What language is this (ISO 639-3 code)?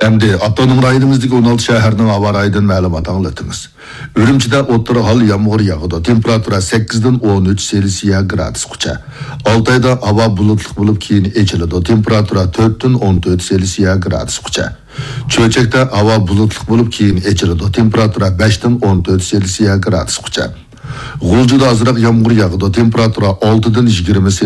uig